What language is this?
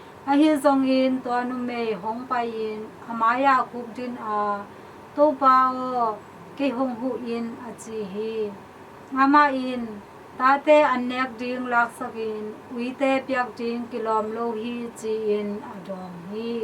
Tedim Chin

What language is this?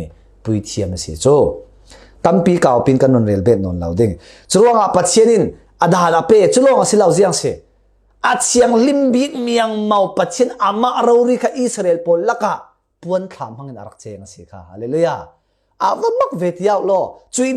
Falam Chin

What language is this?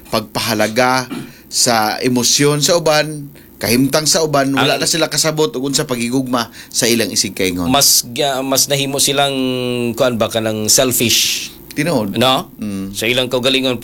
Cebuano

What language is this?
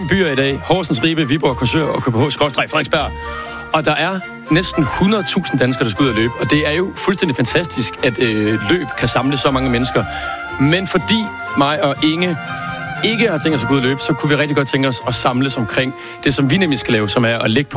Danish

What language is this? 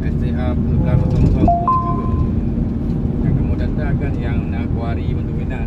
Achinese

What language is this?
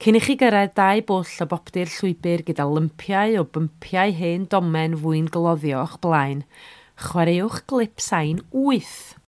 Welsh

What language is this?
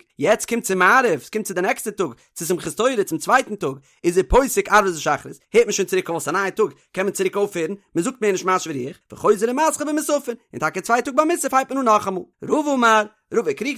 Yiddish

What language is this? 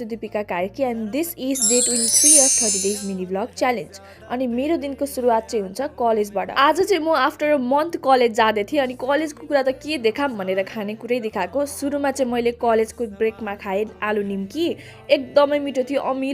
Nepali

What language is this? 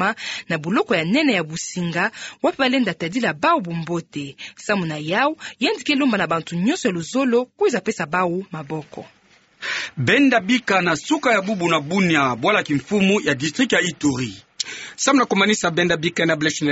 Kituba (Democratic Republic of Congo)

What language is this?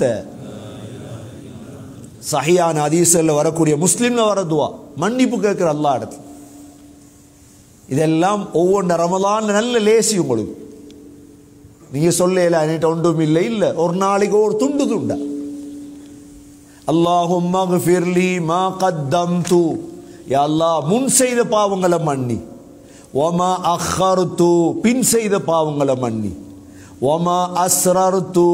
Tamil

